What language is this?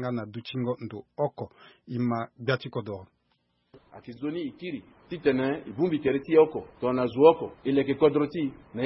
Sango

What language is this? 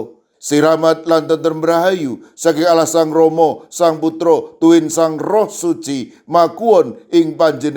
Javanese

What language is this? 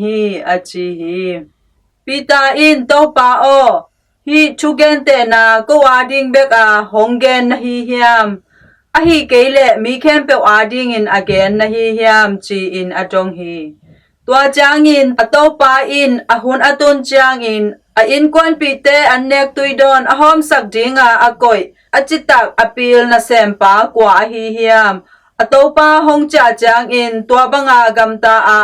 Tedim Chin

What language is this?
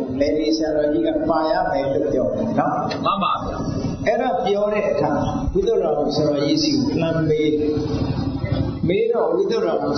Burmese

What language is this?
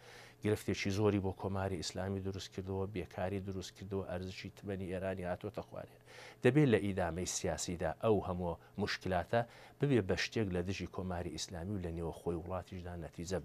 Central Kurdish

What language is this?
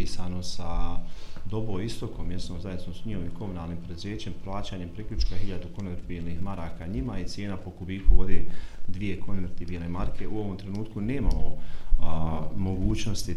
Bosnian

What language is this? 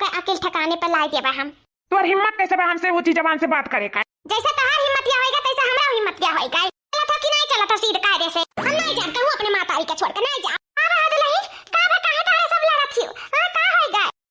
Awadhi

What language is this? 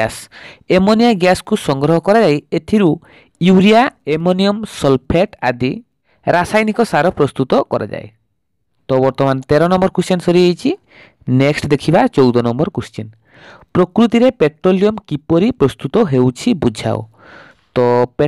Odia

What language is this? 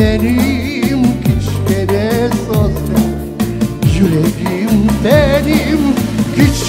Crimean Tatar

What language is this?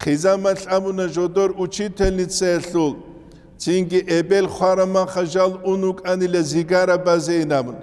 Avaric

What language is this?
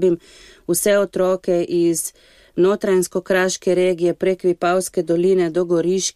Slovenian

